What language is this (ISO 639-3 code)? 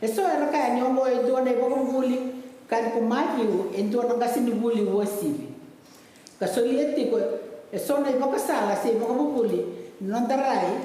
fij